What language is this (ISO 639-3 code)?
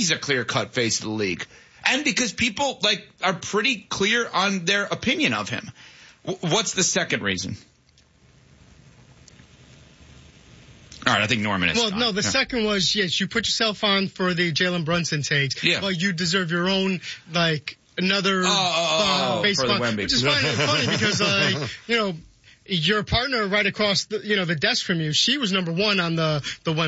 eng